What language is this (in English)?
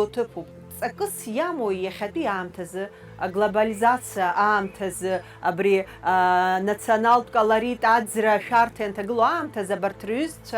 Abkhazian